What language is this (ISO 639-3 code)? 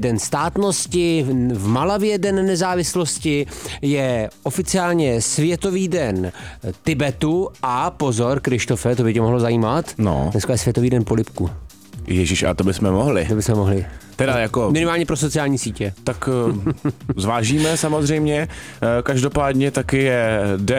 ces